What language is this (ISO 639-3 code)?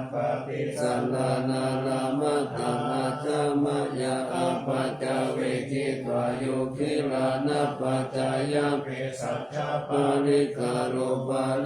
pli